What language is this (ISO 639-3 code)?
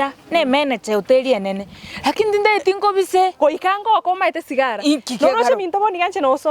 guz